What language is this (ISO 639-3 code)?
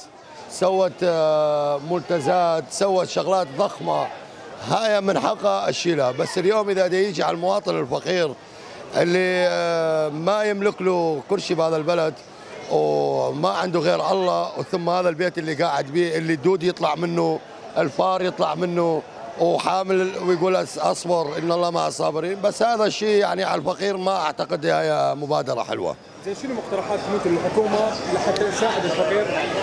acm